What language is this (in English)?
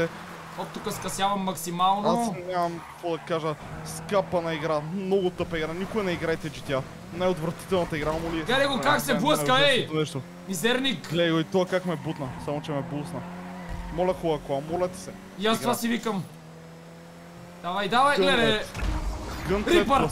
Bulgarian